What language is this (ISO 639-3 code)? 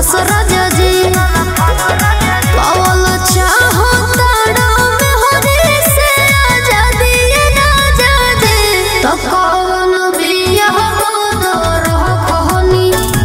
bho